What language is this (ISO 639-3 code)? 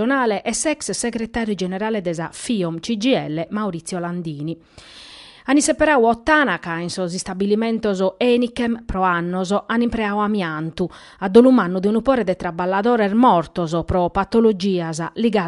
srd